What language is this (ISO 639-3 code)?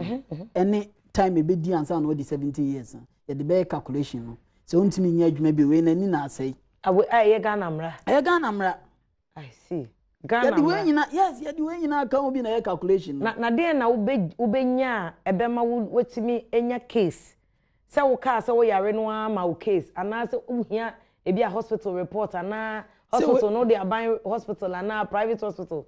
aka